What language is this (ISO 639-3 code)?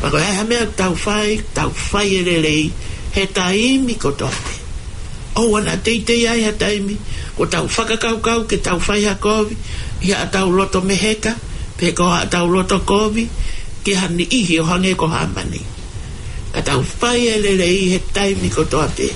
ton